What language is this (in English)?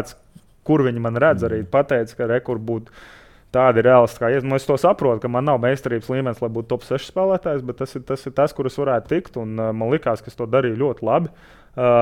Latvian